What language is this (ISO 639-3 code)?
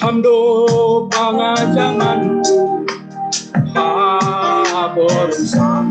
bts